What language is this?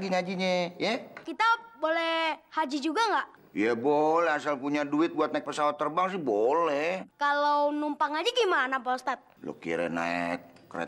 Betawi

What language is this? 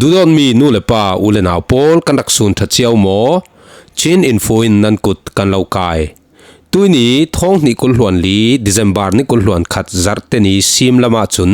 Falam Chin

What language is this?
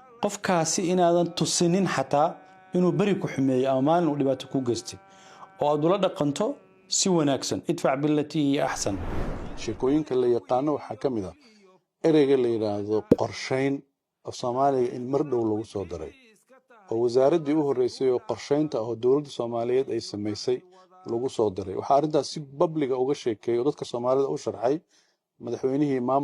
Somali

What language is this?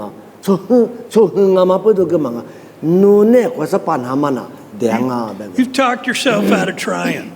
Lisu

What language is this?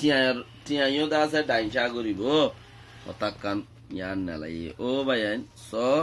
Rohingya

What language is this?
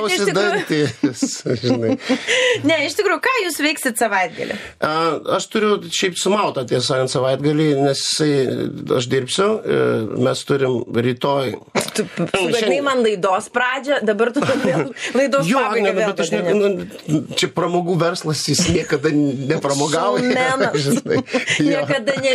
Lithuanian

